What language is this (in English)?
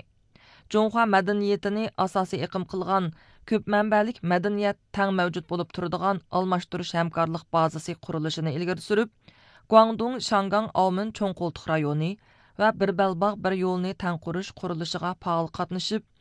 Uyghur